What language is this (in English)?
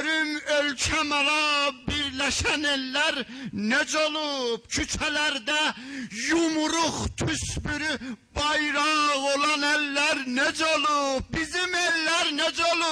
South Azerbaijani